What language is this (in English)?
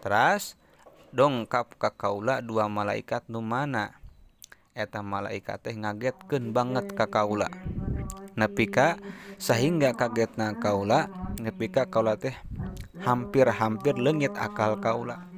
Sundanese